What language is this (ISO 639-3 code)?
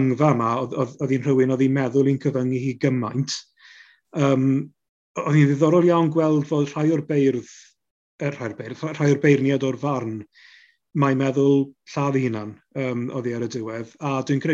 cym